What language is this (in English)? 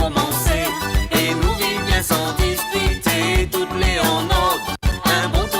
Morisyen